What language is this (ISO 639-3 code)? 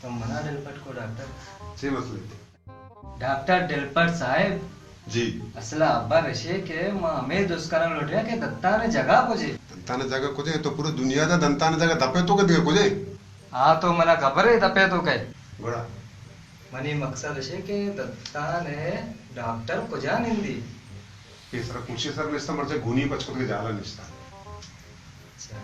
bal